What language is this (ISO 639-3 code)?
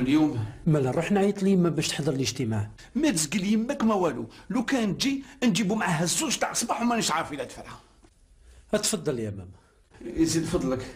arq